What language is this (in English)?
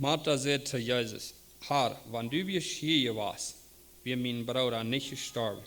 Plautdietsch